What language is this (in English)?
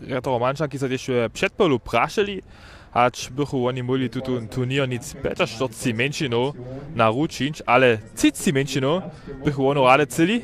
Upper Sorbian